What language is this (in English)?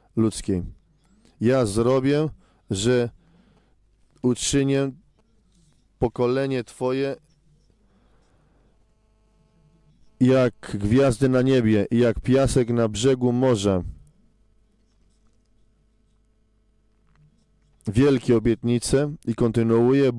Polish